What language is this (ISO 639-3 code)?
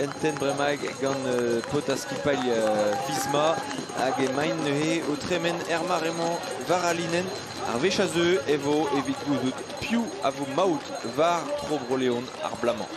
bre